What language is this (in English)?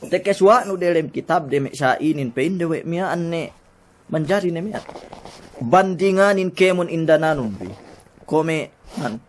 Yakan